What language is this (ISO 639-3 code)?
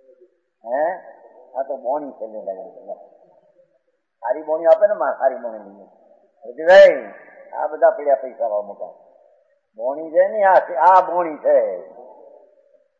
guj